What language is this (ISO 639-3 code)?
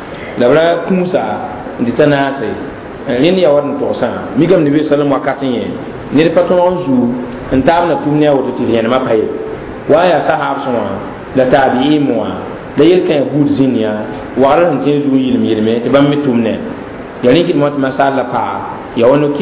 mos